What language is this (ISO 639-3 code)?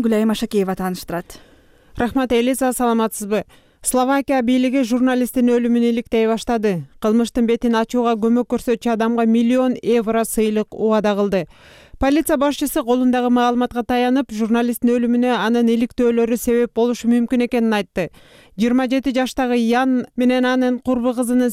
kir